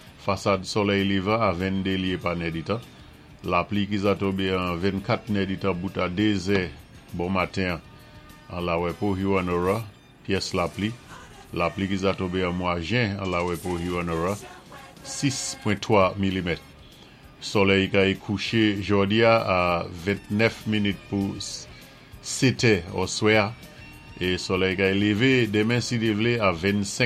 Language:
Saint Lucian Creole French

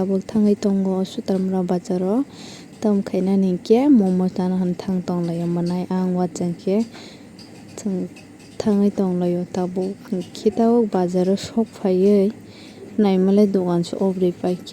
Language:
Kok Borok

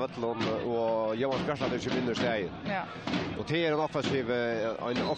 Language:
Faroese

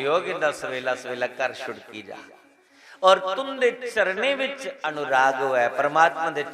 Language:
Dogri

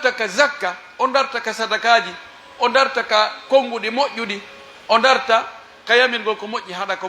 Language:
Pular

